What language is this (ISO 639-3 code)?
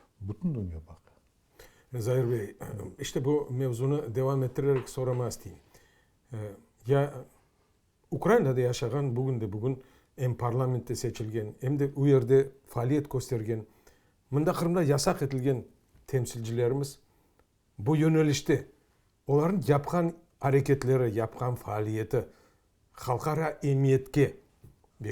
crh